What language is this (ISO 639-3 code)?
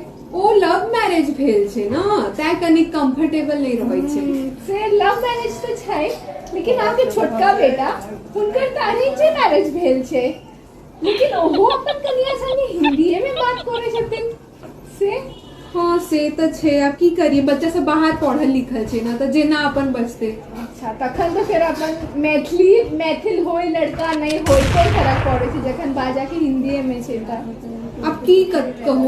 mai